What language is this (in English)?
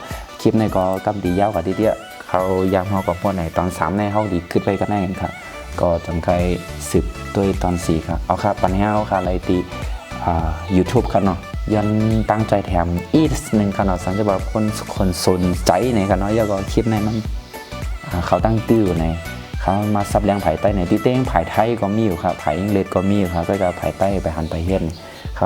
Shan